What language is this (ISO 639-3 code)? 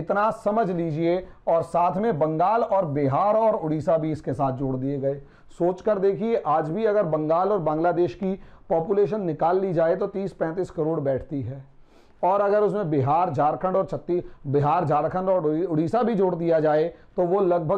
hin